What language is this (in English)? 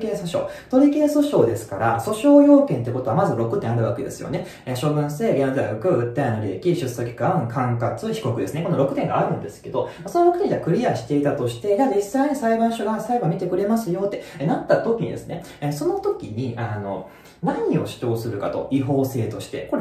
Japanese